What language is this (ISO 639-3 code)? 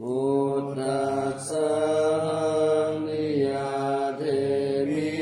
pli